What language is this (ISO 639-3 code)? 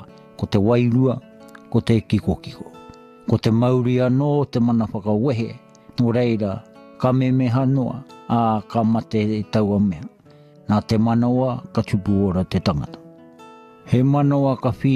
mri